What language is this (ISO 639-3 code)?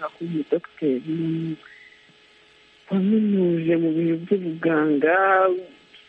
kin